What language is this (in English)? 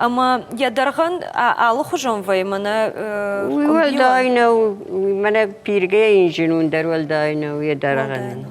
Ossetic